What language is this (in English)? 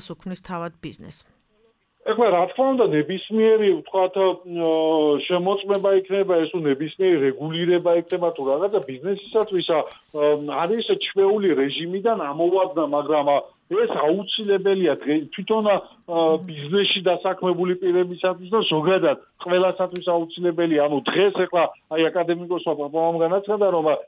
Georgian